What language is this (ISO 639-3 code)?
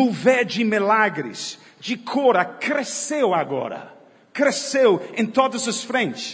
por